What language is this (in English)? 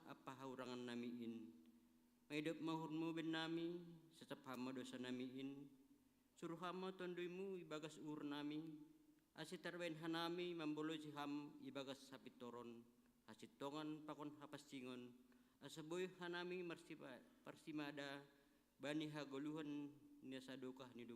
Batak Simalungun